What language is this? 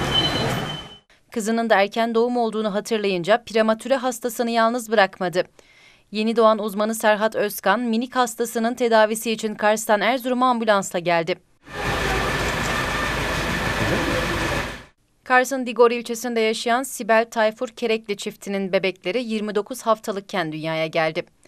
Turkish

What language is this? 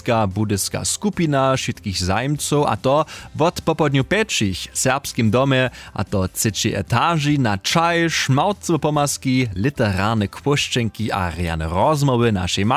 Upper Sorbian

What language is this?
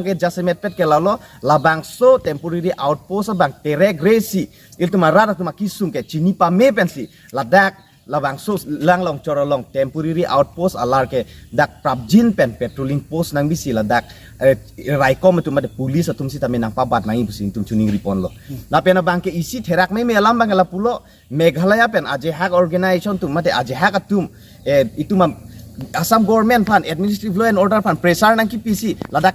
Karbi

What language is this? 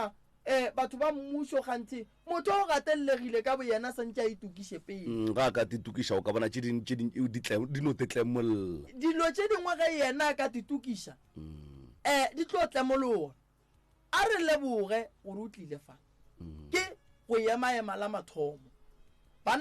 Northern Sotho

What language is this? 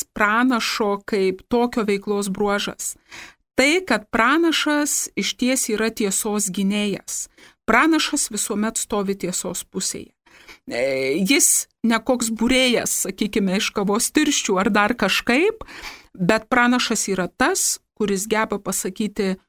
Lithuanian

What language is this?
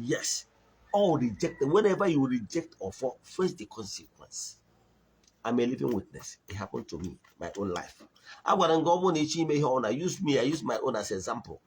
Igbo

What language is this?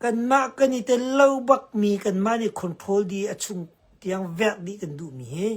Hakha Chin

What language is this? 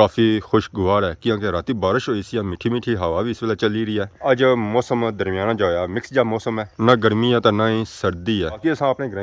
Pahari-Potwari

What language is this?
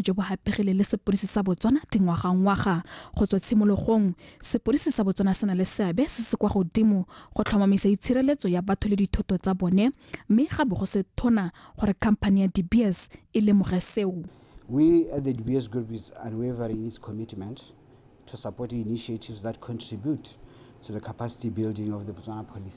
Tswana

